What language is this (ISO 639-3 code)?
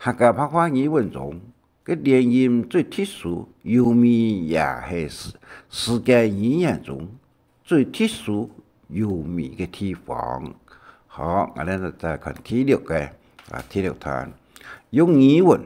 hak